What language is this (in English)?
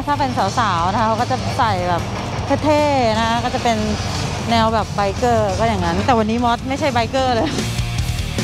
Thai